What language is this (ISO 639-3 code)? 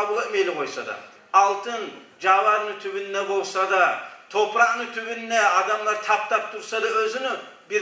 kum